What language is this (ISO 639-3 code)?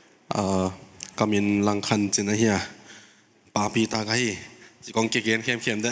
pck